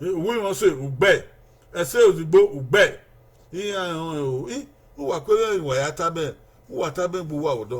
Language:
Bini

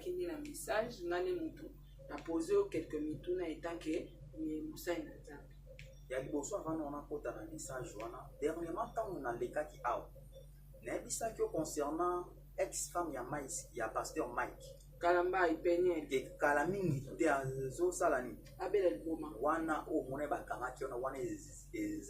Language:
Lingala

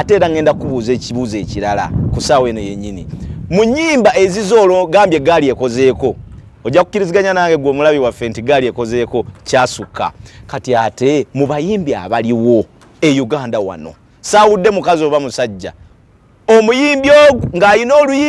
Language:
Ganda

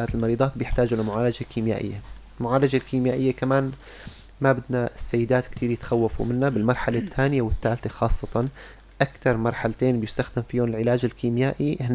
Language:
North Levantine Arabic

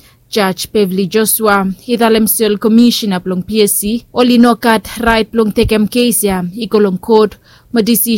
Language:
Bislama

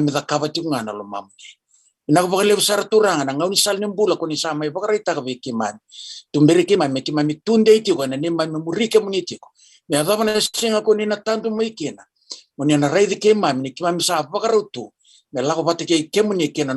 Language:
Fijian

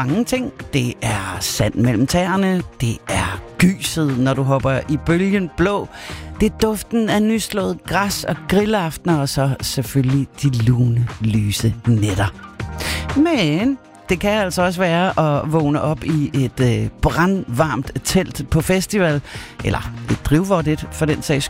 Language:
Danish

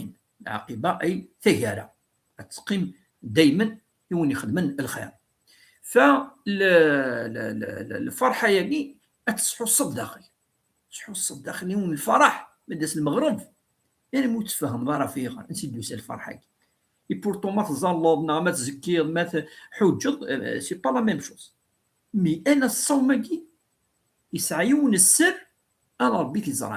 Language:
Kabyle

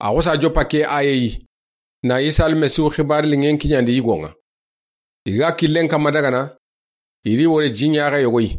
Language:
Soninke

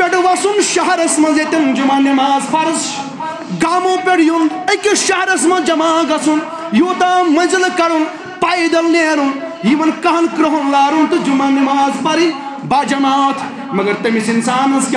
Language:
Kashmiri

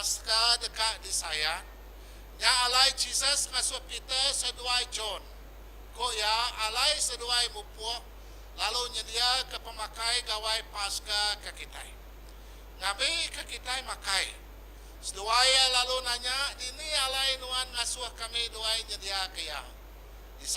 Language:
Iban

